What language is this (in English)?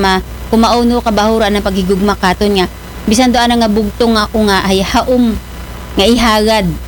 Aklanon